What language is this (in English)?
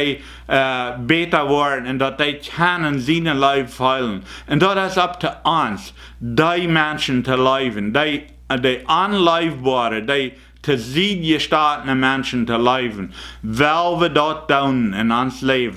Plautdietsch